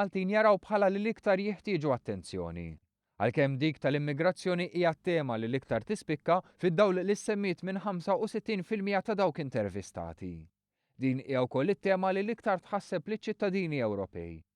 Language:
Maltese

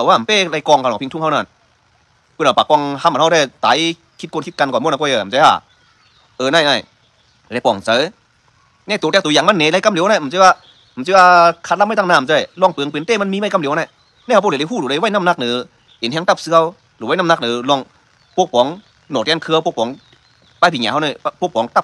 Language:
Shan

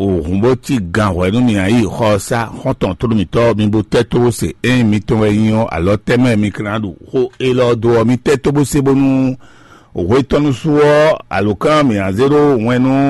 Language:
Fon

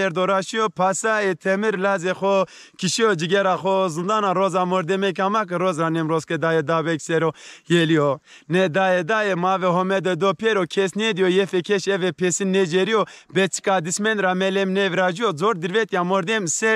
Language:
Zaza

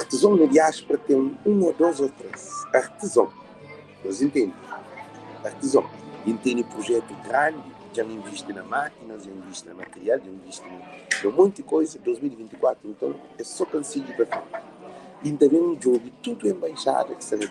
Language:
Kabuverdianu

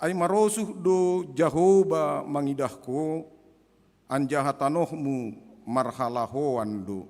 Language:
Batak Simalungun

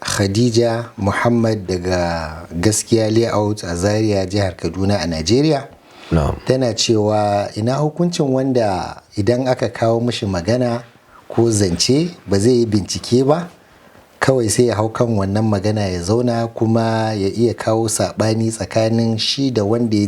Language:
Hausa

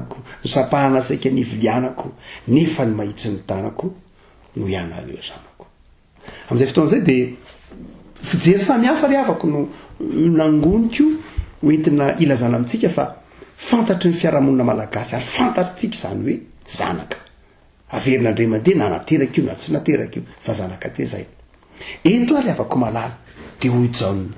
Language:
Malagasy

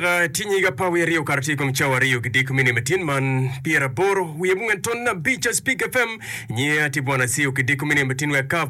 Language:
Acoli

